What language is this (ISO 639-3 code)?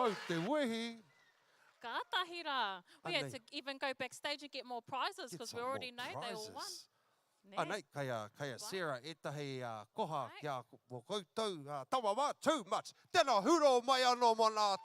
mri